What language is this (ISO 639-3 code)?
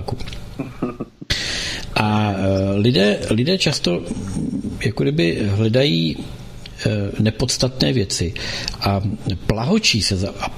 ces